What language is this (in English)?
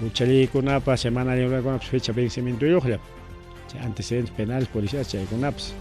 Ayacucho Quechua